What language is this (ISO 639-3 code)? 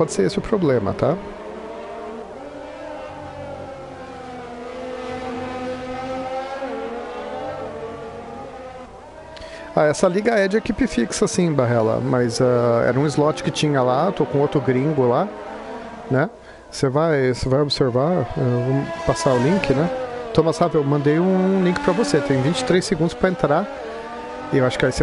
por